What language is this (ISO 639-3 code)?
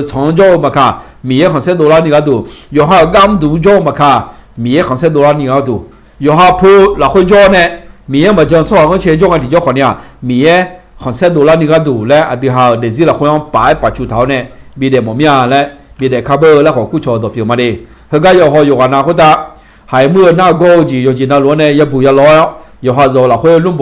ahk